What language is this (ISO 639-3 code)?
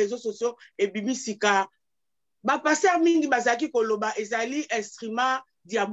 lin